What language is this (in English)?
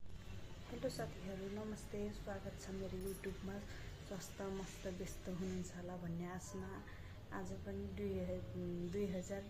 Nepali